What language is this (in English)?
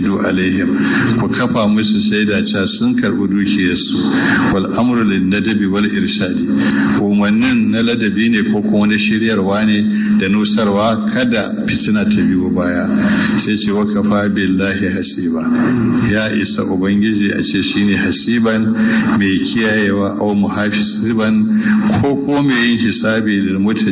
Hausa